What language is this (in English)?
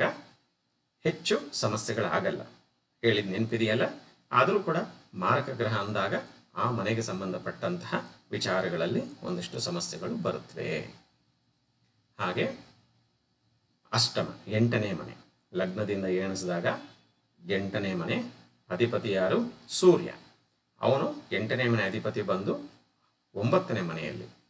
Kannada